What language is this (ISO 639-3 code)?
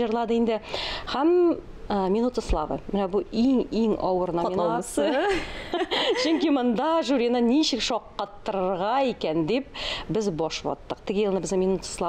tat